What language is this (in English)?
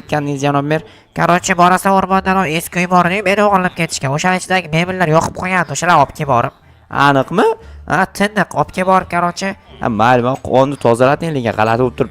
Uzbek